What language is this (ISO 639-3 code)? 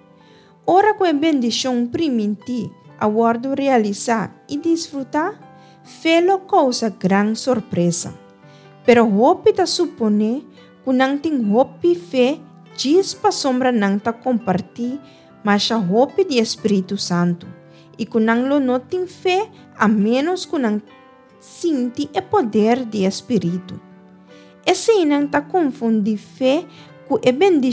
pap